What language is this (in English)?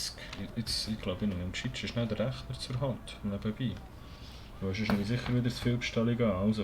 Swiss German